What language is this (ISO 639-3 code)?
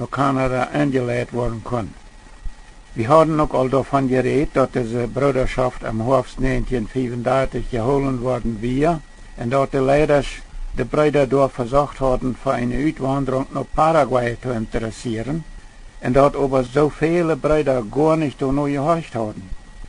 pdt